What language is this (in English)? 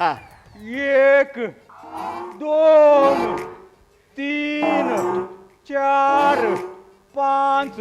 Konkani